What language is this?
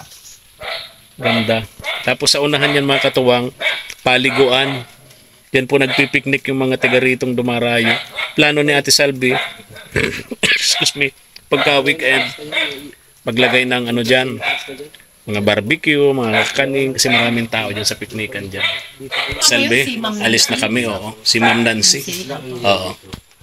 Filipino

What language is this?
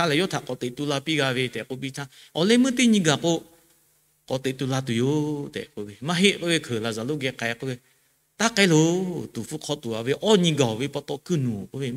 Lahu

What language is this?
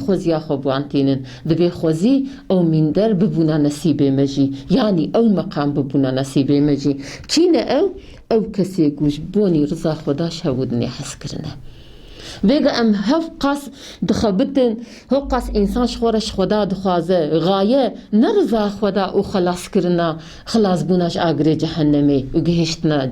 Kurdish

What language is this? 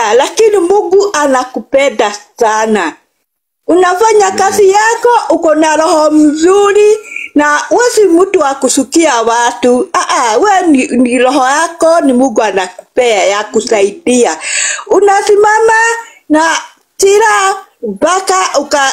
Swahili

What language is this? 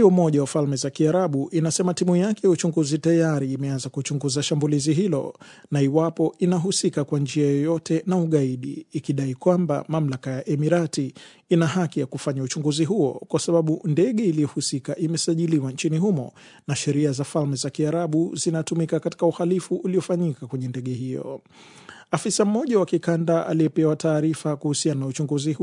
Swahili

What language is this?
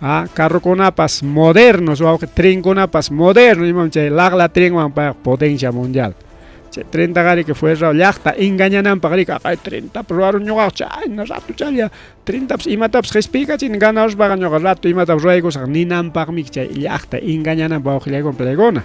Ayacucho Quechua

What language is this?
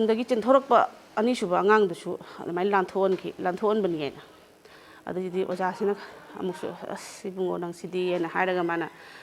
Manipuri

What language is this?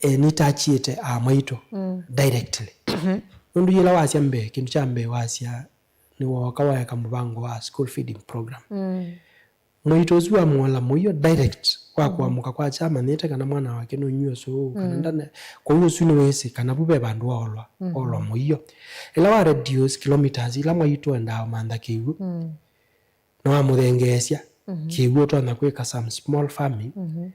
Kamba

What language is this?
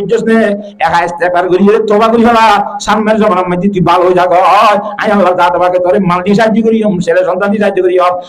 Rohingya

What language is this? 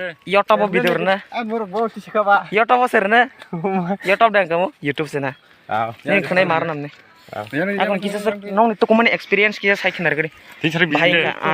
Kok Borok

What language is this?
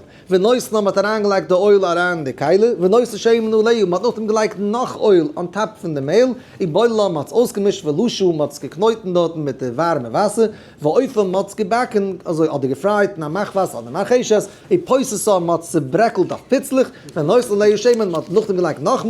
Yiddish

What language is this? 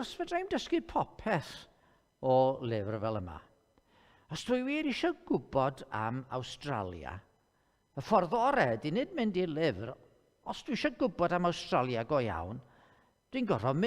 Welsh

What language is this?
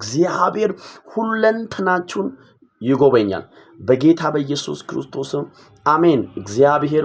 Amharic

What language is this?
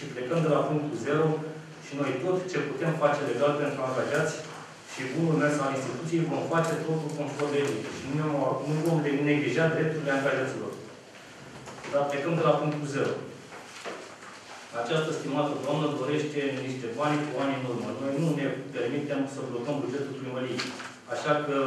Romanian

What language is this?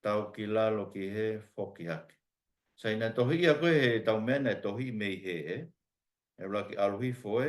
Tongan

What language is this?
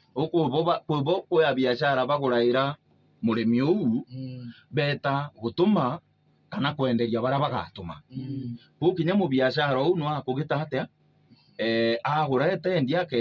Meru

